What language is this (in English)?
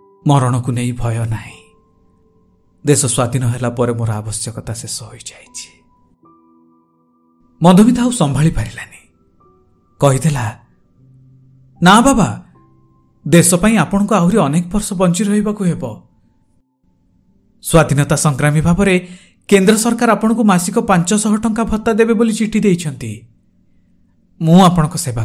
Odia